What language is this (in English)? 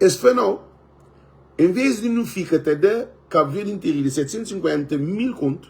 Kabuverdianu